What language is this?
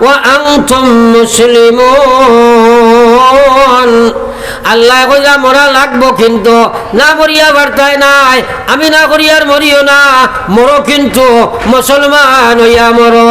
Sylheti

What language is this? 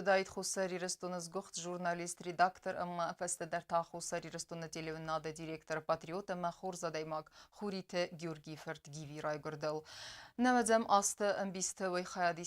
Ossetic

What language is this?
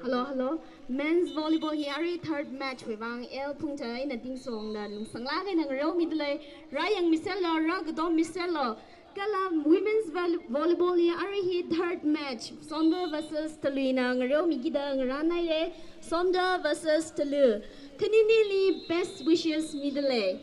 Tangkhul Naga (India)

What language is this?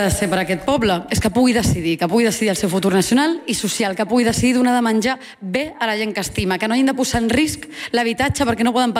Catalan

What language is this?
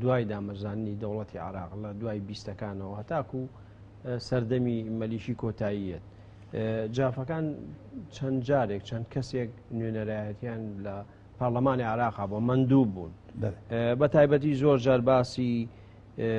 Central Kurdish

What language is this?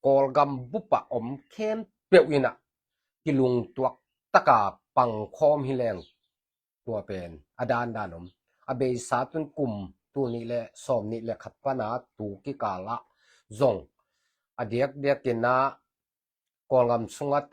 Tedim Chin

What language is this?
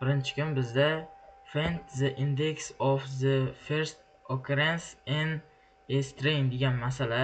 Uzbek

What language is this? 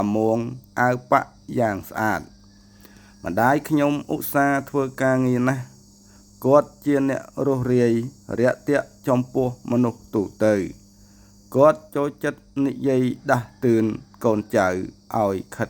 Khmer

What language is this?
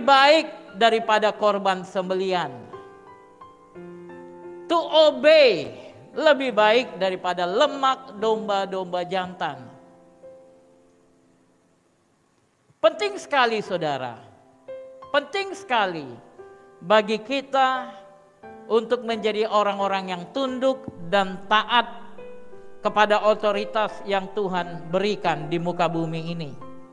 Indonesian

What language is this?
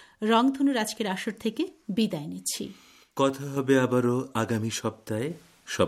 Bangla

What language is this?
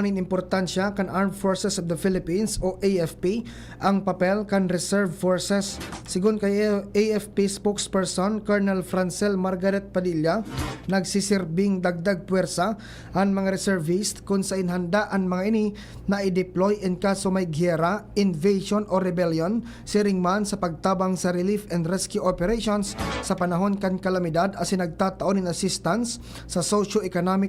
Bikol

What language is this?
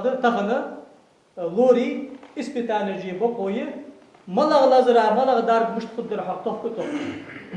Ingush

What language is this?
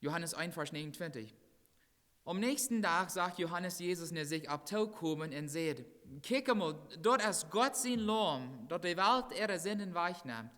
Plautdietsch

